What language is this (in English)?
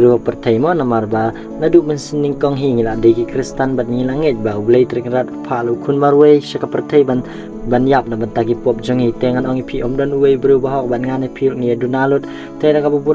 Khasi